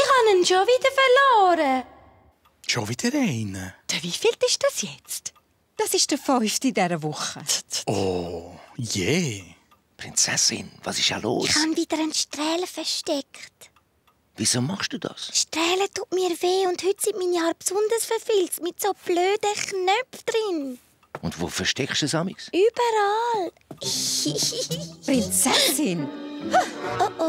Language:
Swiss German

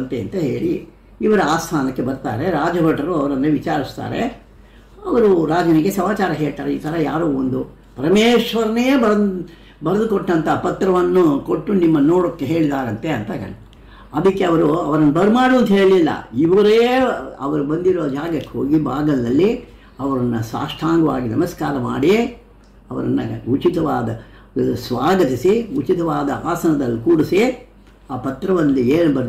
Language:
Kannada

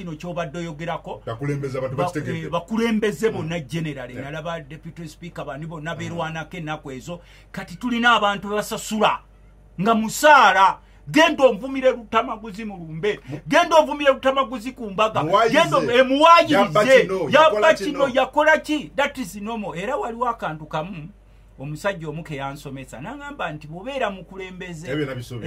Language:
Ganda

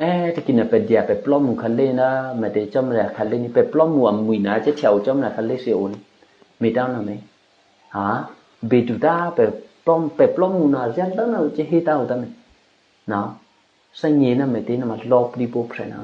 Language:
Eastern Kayah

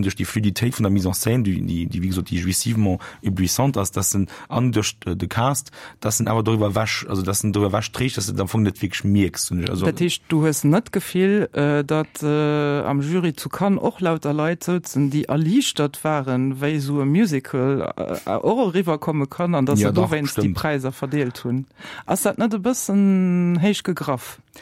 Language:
Luxembourgish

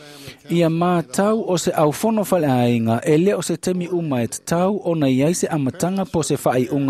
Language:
Samoan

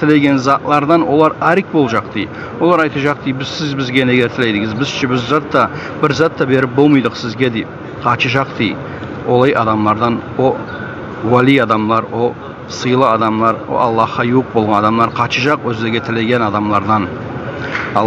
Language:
Kumyk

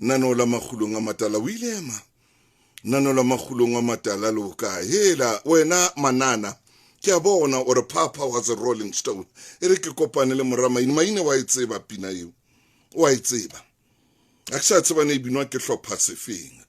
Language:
Southern Sotho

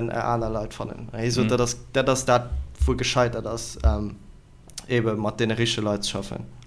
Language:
Luxembourgish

